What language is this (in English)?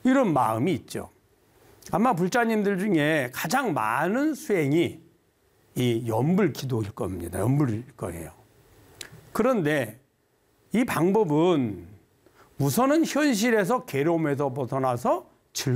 Korean